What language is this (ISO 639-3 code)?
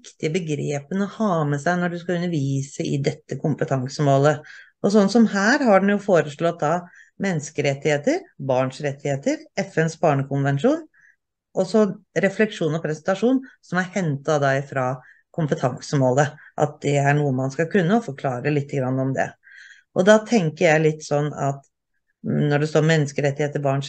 nor